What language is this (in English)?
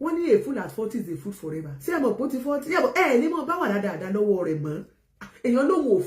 Yoruba